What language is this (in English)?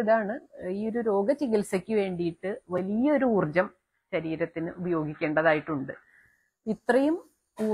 Malayalam